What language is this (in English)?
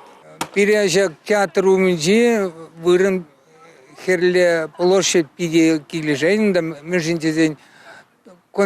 Chuvash